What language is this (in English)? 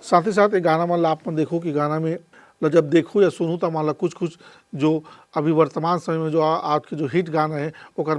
Chhattisgarhi